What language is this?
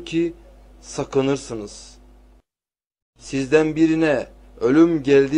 Turkish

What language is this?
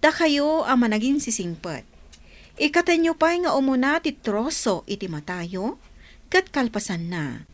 Iloko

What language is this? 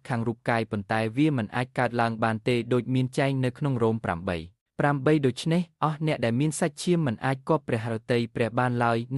Khmer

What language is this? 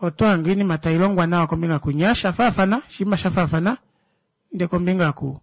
Kuanyama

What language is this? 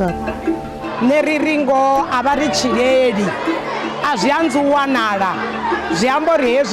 Venda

